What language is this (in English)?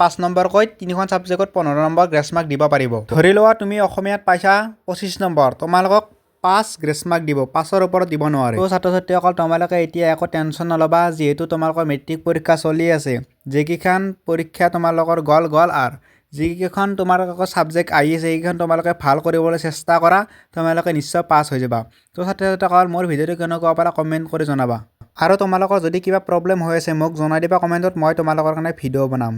Assamese